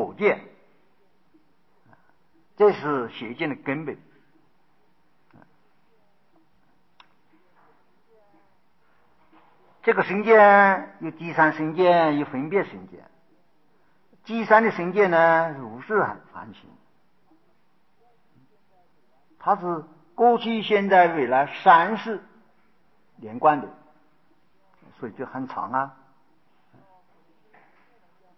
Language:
Chinese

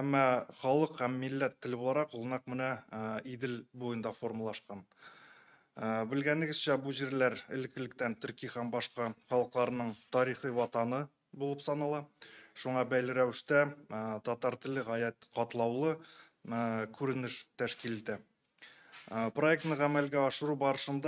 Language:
Tatar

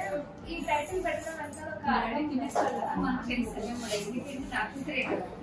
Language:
Telugu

